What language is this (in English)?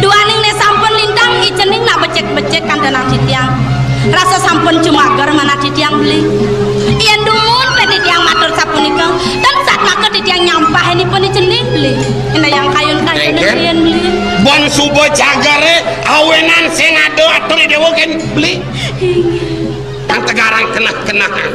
Balinese